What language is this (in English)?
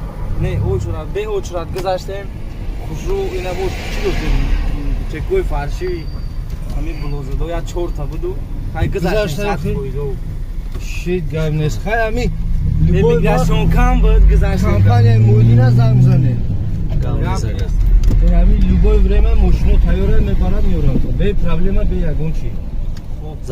Tajik